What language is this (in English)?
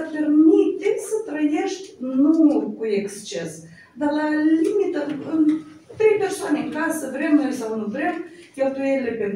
Romanian